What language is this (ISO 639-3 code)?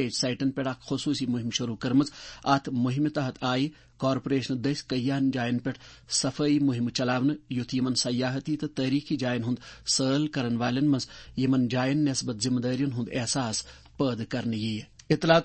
kas